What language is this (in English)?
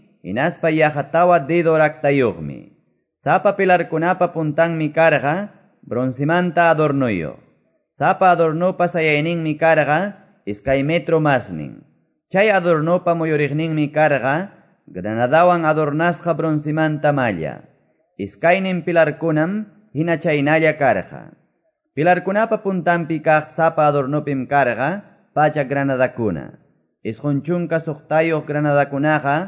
Quechua